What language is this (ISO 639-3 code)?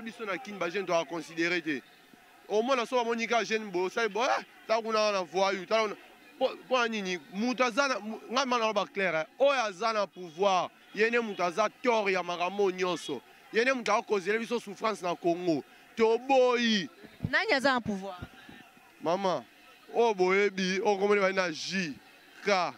lin